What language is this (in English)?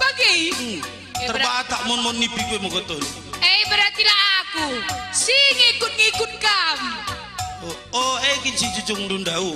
Batak Karo